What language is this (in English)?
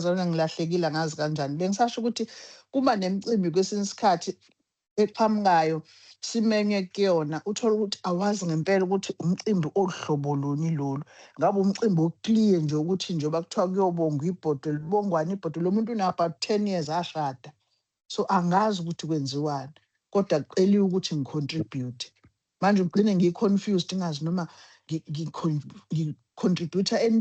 Zulu